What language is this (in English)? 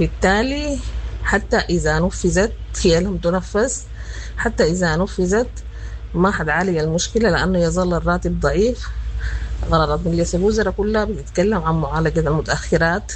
Sudanese Arabic